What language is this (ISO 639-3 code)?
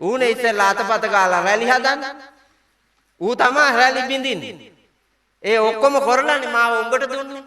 sin